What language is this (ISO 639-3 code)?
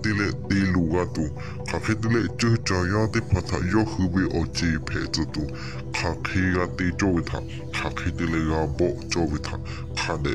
lhu